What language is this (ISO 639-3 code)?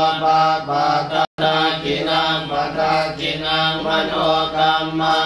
pli